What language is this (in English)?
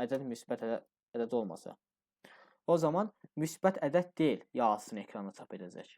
Azerbaijani